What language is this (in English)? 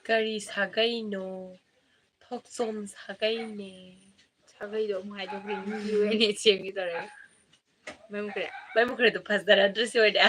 Manipuri